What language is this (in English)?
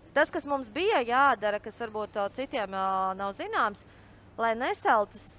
Latvian